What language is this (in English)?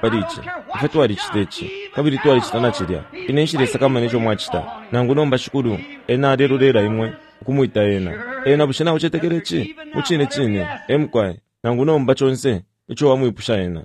Bemba